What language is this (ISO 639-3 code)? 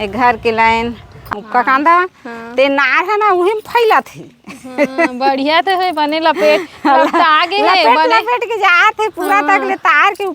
hne